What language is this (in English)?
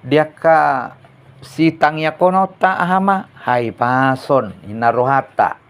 Batak Toba